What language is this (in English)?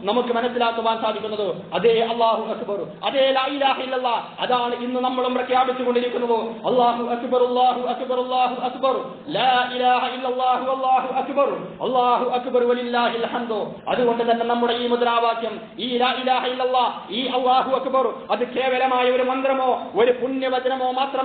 Malayalam